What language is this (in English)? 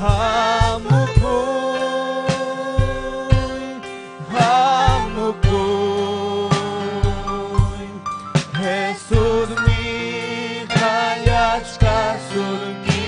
Ayacucho Quechua